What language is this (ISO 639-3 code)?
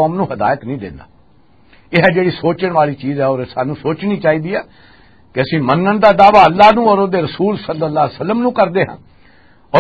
lah